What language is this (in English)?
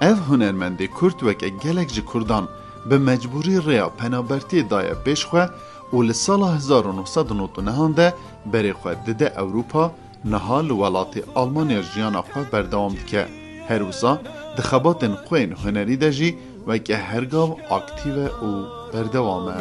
Kurdish